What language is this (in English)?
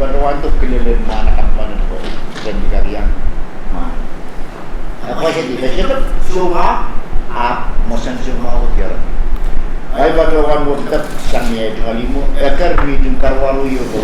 Pohnpeian